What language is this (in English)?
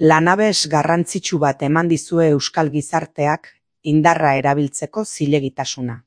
Basque